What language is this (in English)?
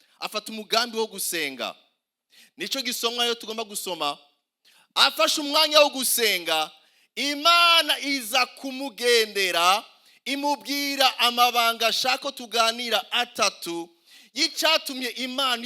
Rundi